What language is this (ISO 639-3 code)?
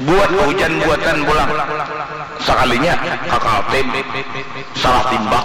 bjn